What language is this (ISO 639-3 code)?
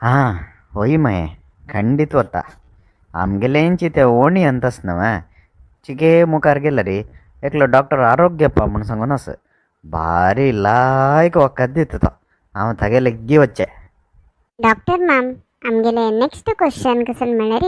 kok